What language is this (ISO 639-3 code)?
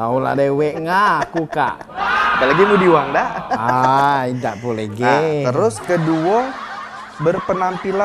mui